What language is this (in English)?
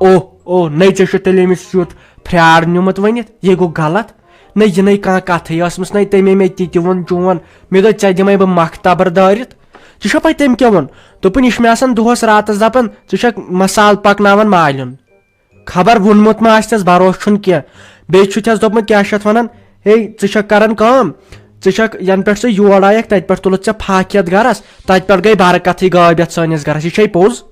Kashmiri